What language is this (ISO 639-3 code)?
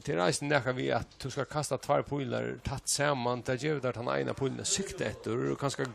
fao